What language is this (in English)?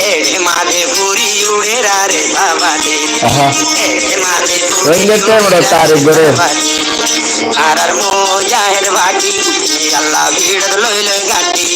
Rohingya